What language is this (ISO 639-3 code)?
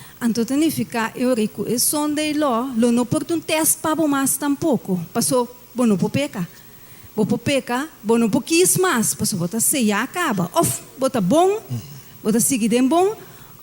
pap